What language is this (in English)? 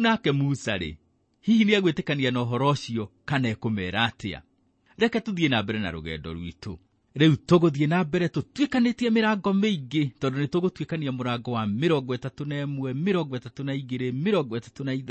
Kikuyu